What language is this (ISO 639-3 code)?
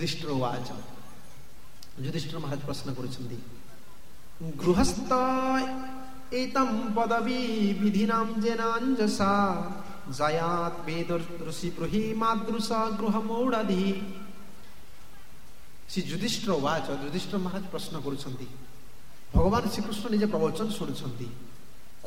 ori